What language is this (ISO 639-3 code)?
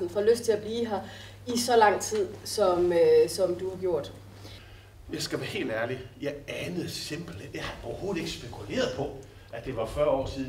dan